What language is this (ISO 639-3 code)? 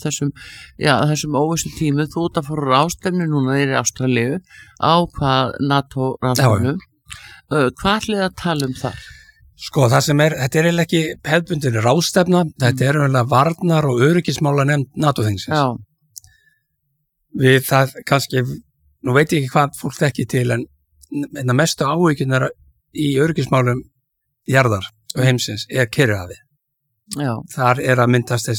isl